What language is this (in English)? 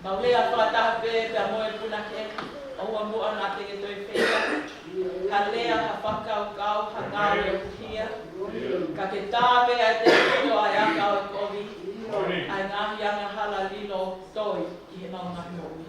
Tongan